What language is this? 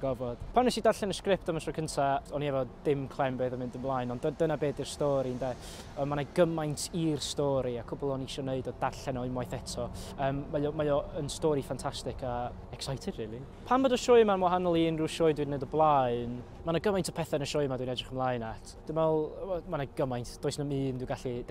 Welsh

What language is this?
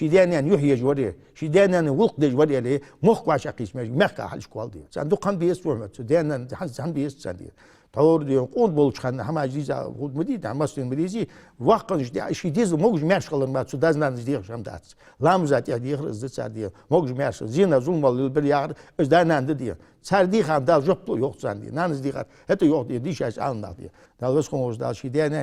Ingush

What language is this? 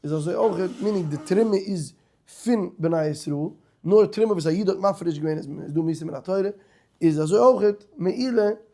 Yiddish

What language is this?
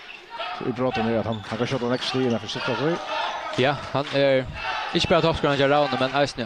Faroese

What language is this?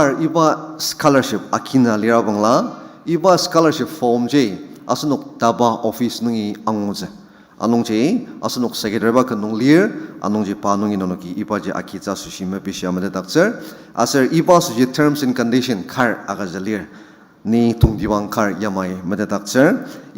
Ao Naga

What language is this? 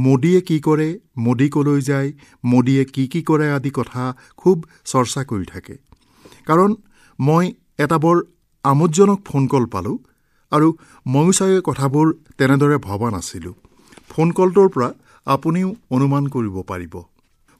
Assamese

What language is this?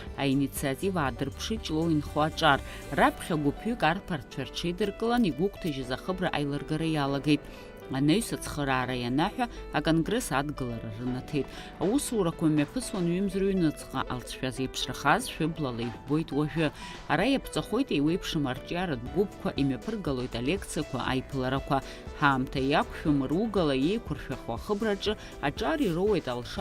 Abkhazian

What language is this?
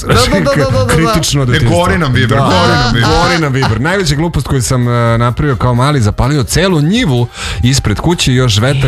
Serbian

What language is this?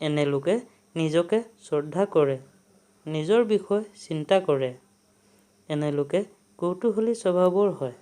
Assamese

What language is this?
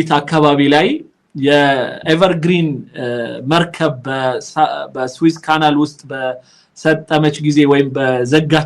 Amharic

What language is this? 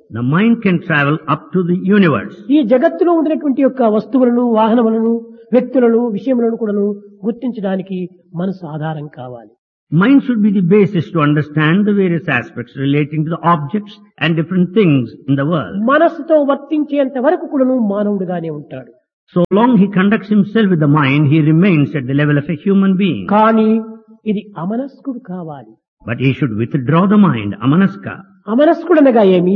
Telugu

